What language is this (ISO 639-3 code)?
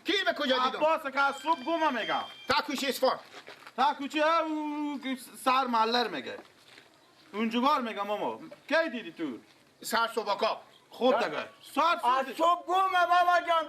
fas